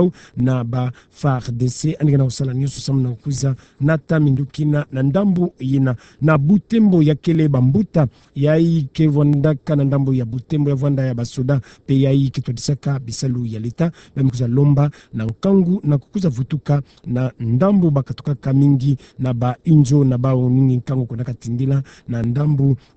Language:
Kituba (Democratic Republic of Congo)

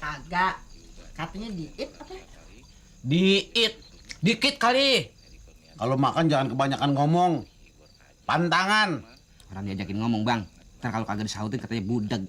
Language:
Betawi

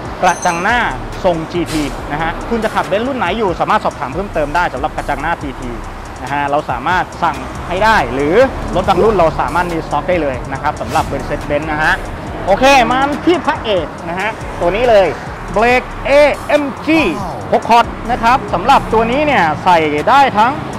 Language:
Thai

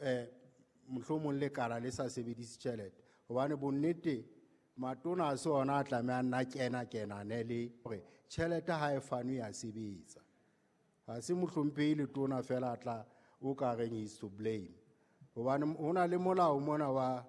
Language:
Southern Sotho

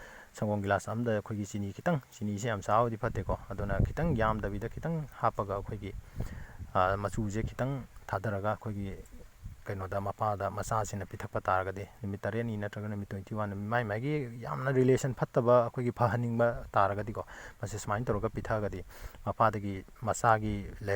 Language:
Manipuri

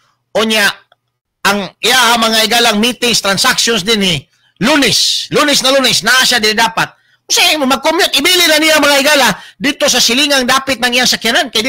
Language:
Cebuano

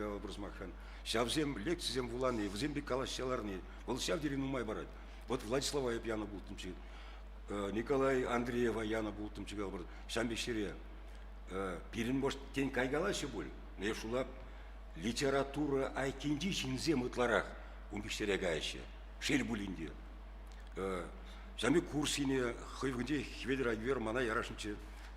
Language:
Chuvash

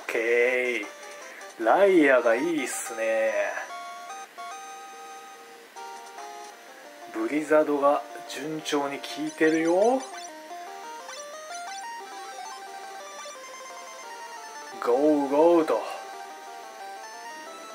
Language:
Japanese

